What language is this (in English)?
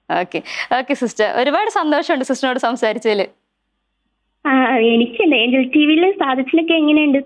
Malayalam